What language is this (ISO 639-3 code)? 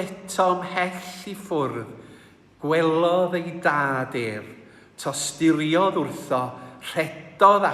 cym